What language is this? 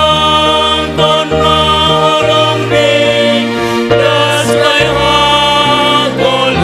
Batak Simalungun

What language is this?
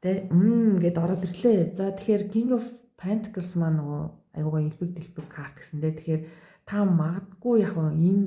Mongolian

